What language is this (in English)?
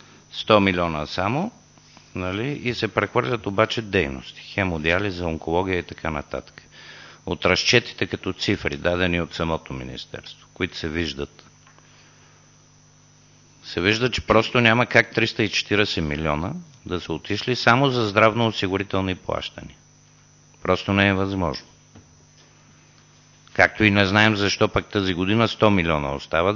Bulgarian